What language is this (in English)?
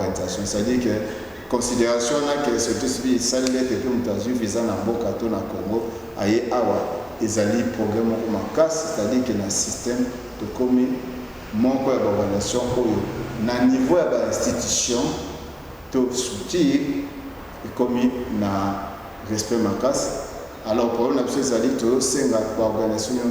Lingala